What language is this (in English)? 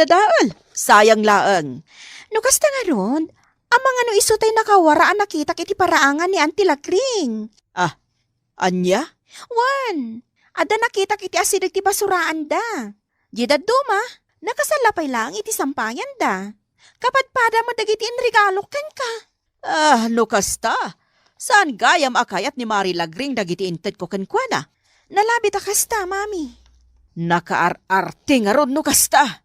Iloko